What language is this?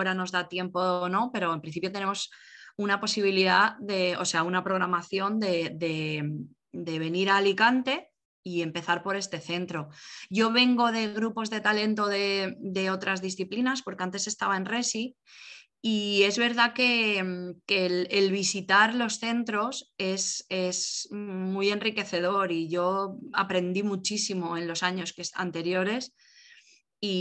Spanish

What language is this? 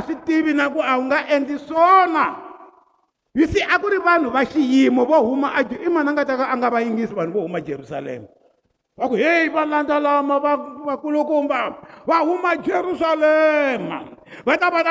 Tsonga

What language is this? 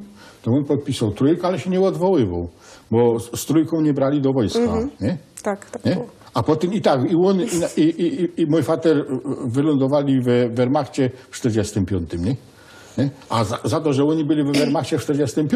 Silesian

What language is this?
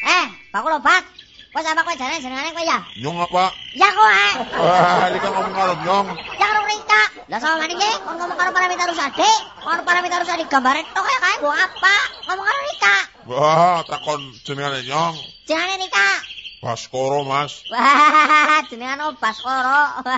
Javanese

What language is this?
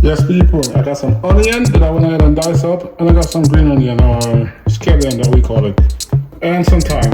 Jamaican Creole English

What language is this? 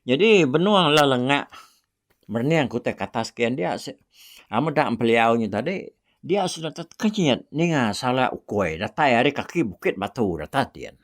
Iban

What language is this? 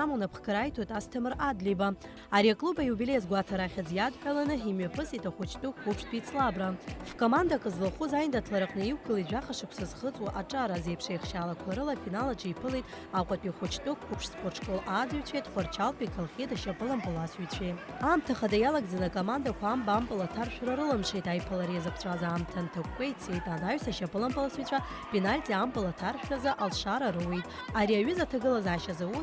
Abkhazian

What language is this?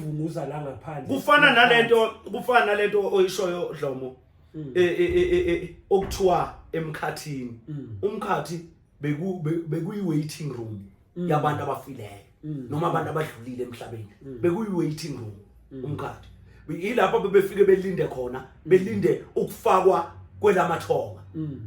Zulu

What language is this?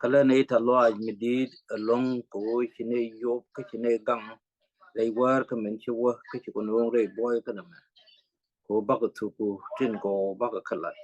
Nuer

